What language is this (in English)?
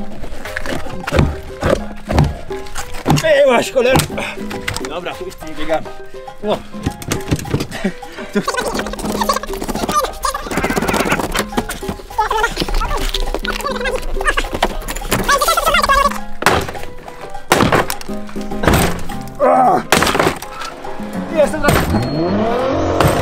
Polish